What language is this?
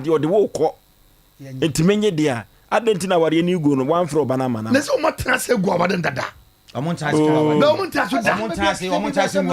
Akan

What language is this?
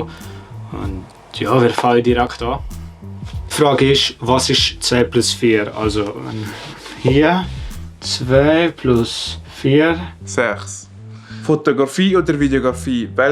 Swiss German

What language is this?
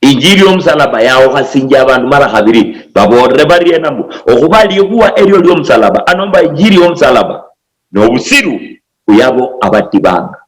Luyia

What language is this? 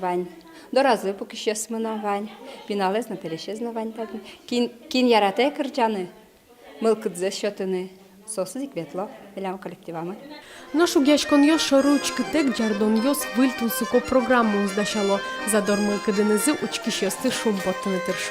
Udmurt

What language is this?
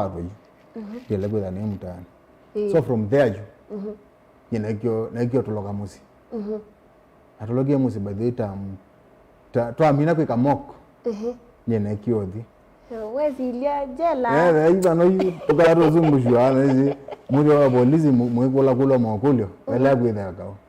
Kamba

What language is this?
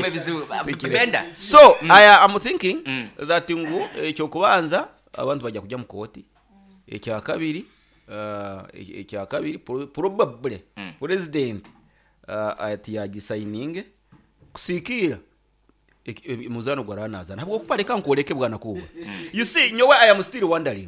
Nyoro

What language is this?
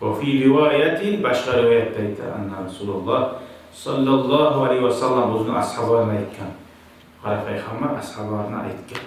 Kumyk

